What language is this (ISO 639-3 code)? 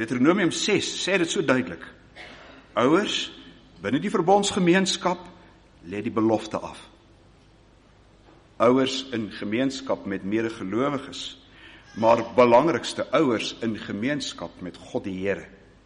afr